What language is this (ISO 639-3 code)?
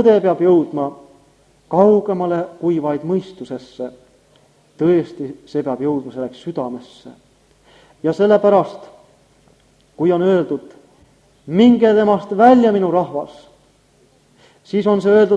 est